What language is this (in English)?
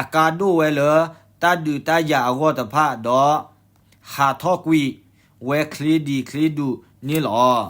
S'gaw Karen